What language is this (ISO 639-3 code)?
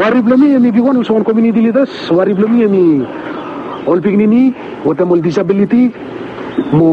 bis